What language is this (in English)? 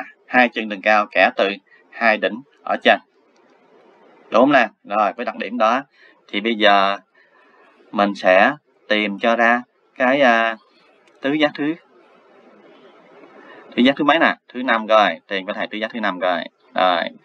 Vietnamese